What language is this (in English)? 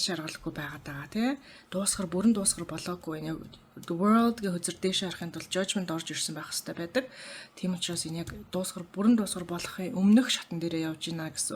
Mongolian